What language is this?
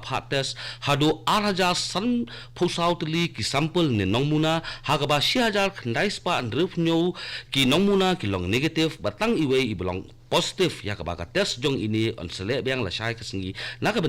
Khasi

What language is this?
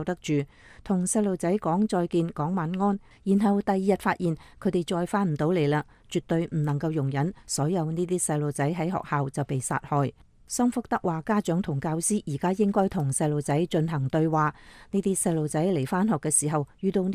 Cantonese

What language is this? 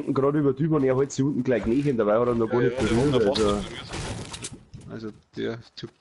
Bavarian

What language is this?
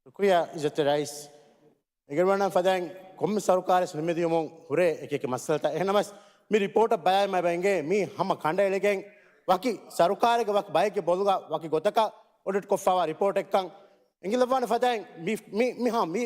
Divehi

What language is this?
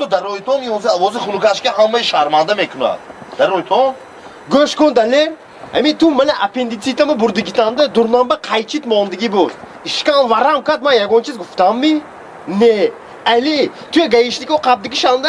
Tajik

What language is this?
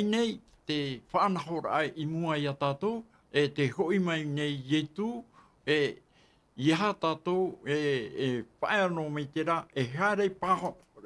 Tahitian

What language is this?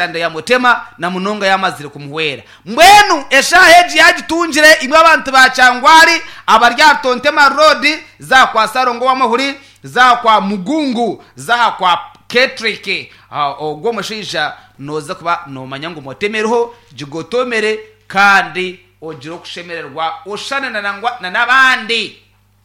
Nyankole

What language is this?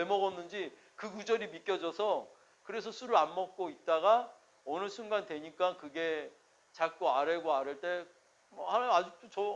Korean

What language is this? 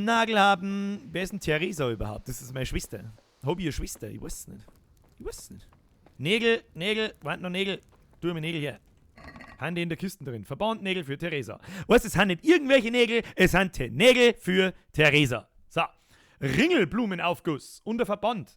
Bavarian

